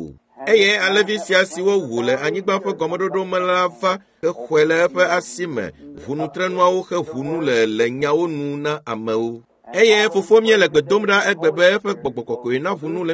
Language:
Ewe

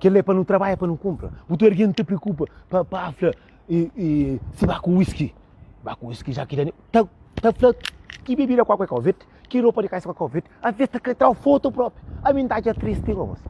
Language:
Kabuverdianu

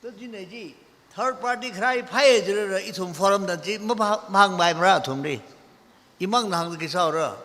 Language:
Tangkhul Naga (India)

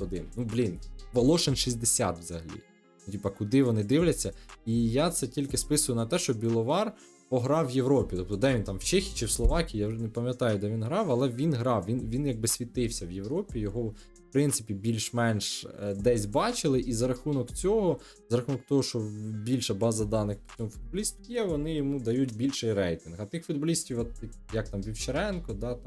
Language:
Ukrainian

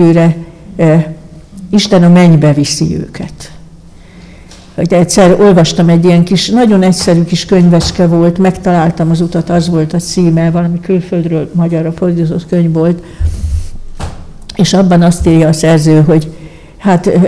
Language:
Hungarian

